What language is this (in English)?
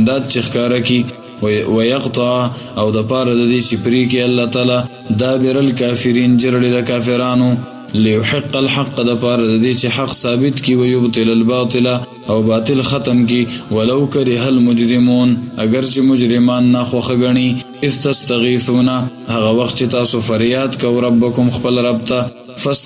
Pashto